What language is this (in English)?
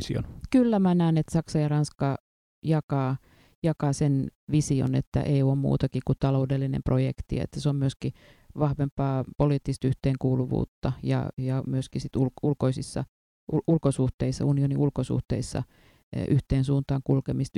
Finnish